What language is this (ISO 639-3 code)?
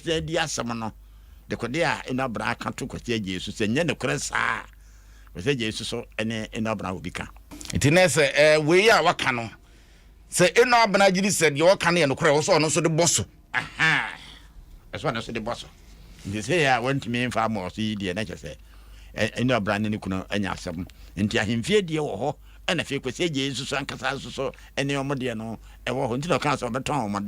aka